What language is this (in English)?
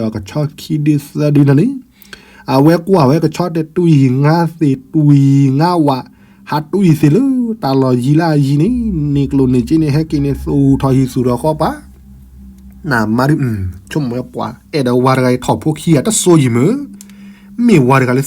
S'gaw Karen